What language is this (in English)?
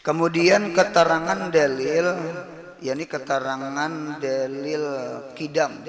Banjar